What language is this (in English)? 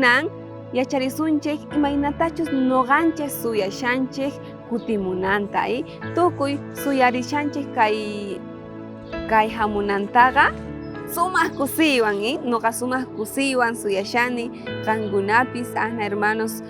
South Bolivian Quechua